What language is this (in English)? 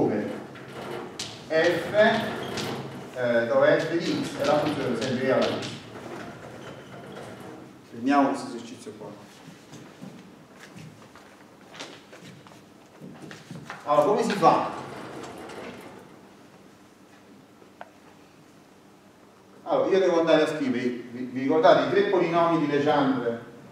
Italian